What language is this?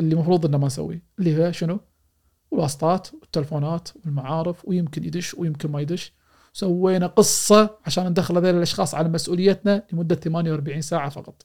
Gulf Arabic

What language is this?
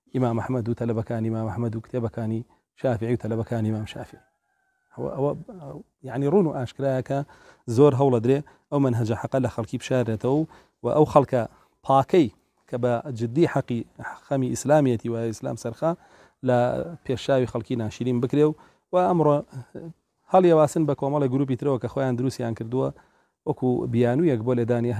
Central Kurdish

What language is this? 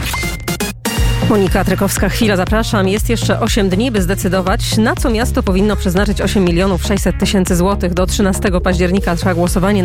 Polish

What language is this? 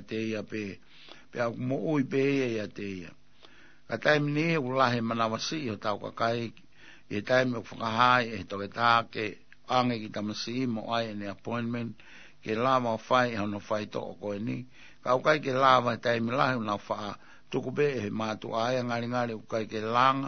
Tongan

